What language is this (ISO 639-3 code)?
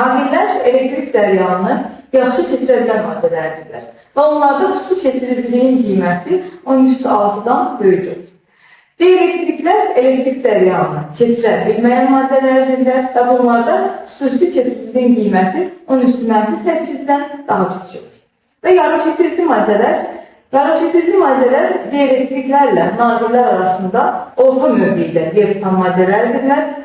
aze